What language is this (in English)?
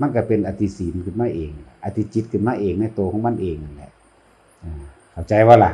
Northeastern Thai